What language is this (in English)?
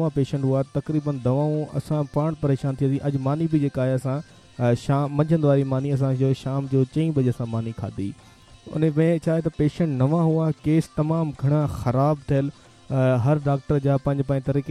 Sindhi